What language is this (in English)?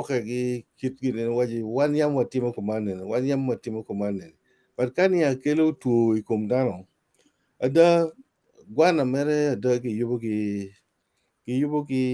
Acoli